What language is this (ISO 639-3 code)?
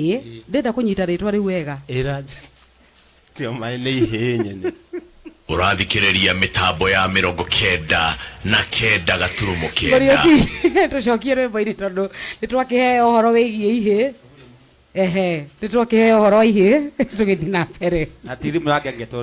kik